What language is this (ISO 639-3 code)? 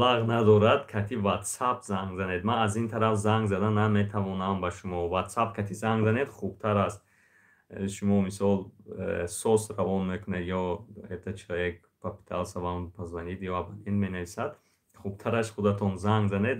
tgk